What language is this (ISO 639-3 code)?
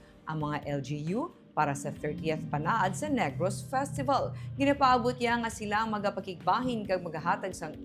hil